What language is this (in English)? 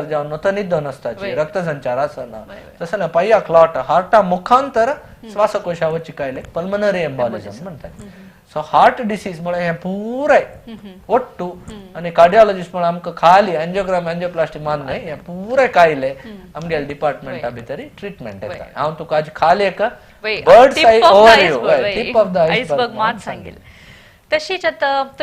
Konkani